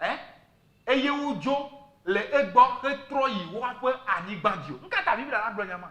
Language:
Ewe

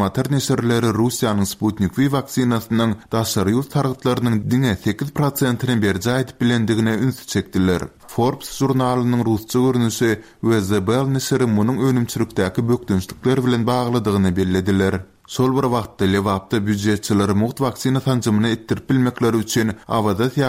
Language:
Turkmen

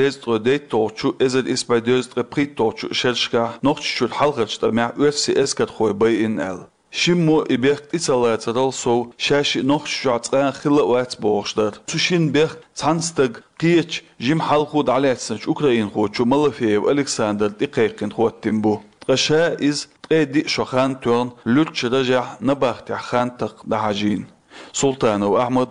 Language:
Chechen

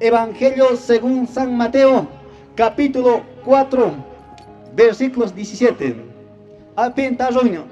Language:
Quechua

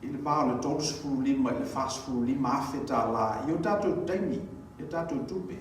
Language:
Samoan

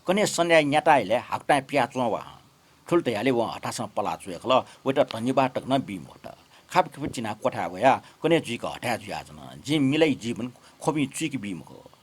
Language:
Newari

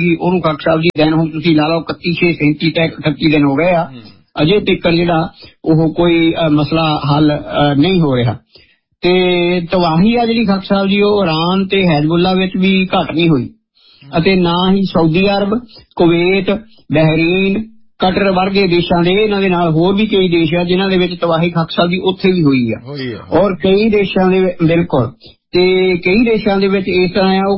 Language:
Punjabi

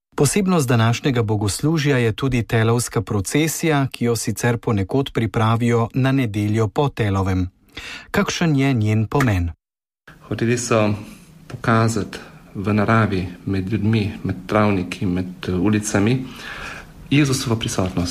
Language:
Slovenian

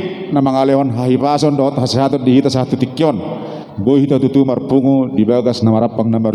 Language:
Batak Toba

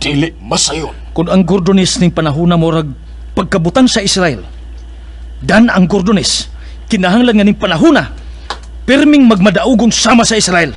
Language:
Cebuano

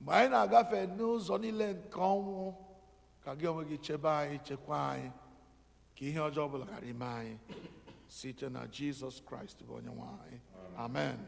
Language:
Igbo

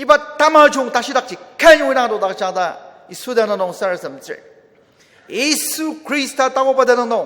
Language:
Ao Naga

